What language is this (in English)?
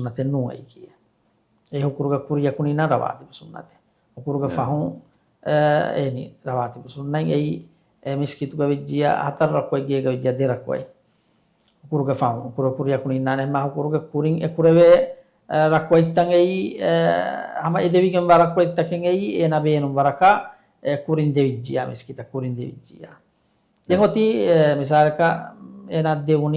Divehi